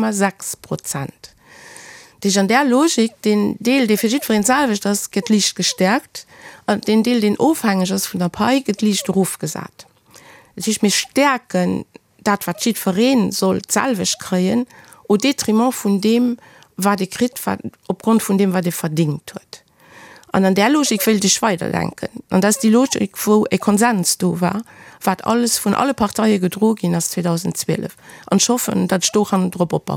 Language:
Luxembourgish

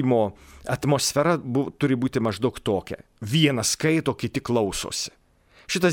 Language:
Lithuanian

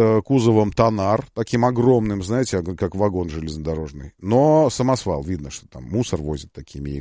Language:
Russian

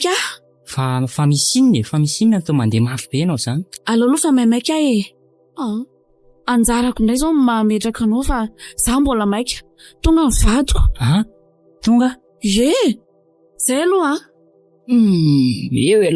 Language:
Malagasy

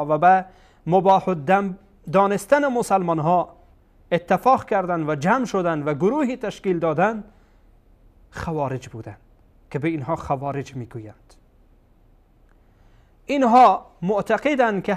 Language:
Persian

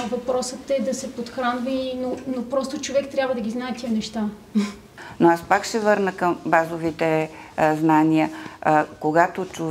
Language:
Bulgarian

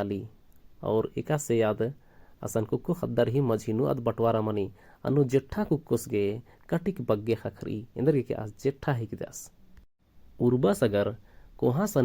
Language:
Kurukh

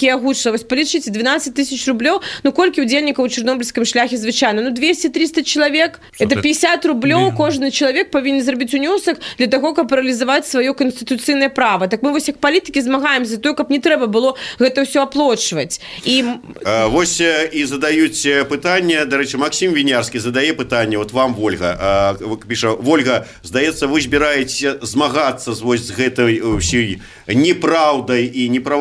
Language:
Belarusian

